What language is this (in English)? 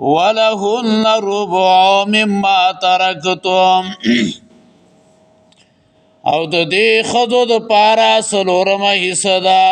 Pashto